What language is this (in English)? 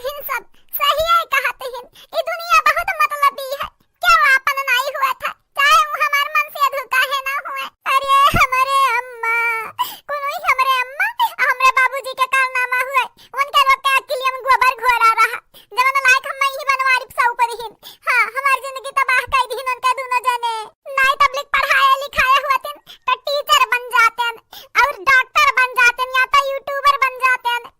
Awadhi